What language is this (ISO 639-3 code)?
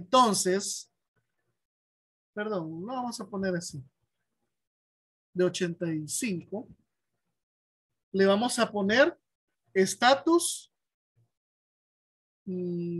spa